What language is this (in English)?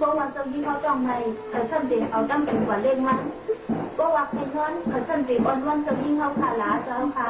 Shan